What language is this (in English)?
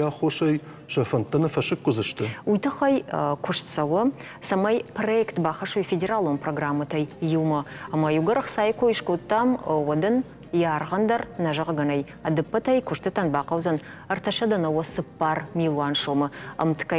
Ossetic